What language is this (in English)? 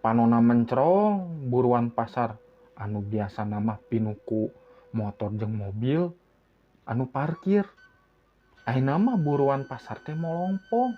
Sundanese